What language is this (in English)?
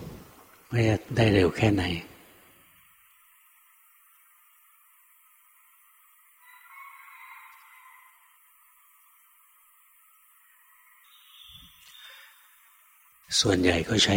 Thai